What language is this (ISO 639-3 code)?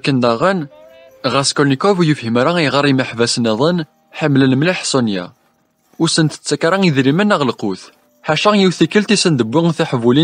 kab